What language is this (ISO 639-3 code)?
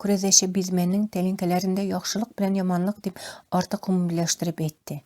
tat